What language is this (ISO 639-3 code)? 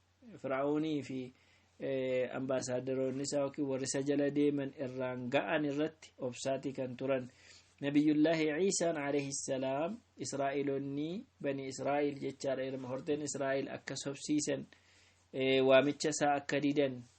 orm